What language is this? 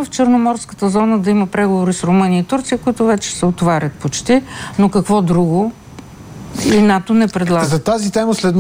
Bulgarian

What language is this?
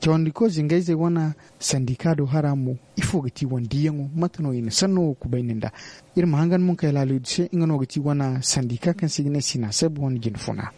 Zarma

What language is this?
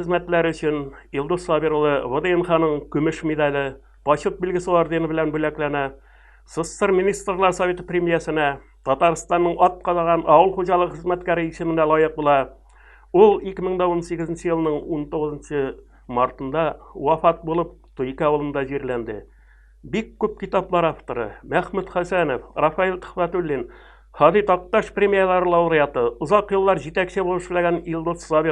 Tatar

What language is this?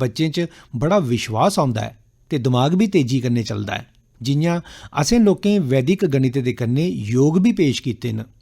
Dogri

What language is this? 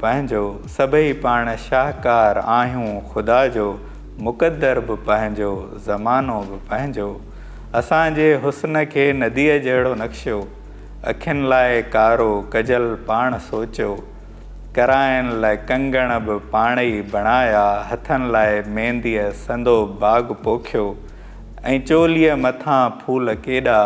Sindhi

